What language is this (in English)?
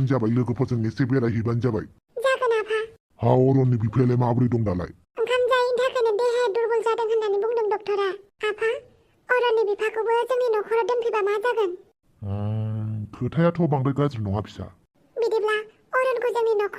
Bodo